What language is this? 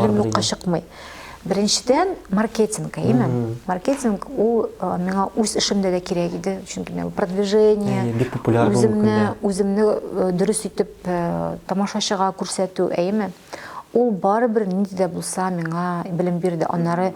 Tatar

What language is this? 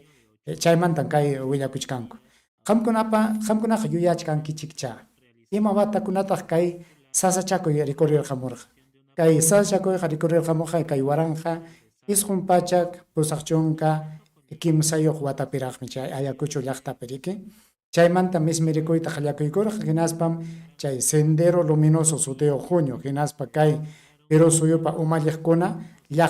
Ayacucho Quechua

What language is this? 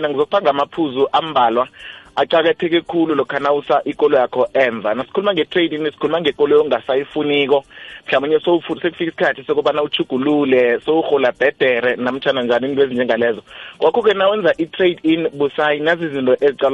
South Ndebele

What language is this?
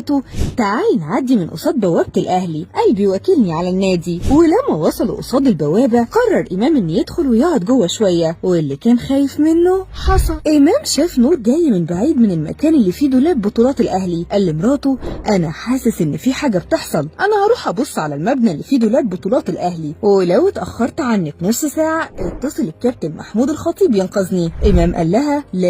Egyptian Arabic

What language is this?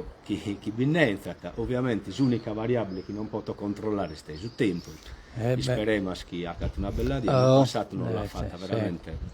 Sardinian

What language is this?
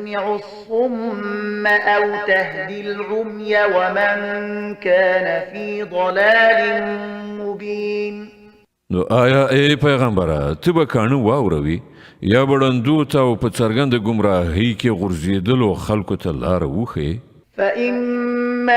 Pashto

